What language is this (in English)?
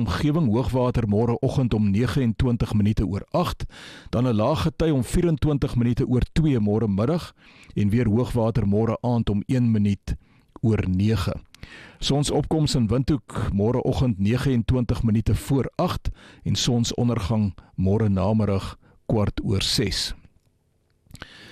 Afrikaans